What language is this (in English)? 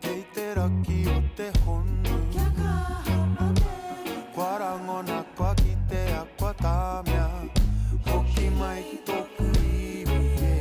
Māori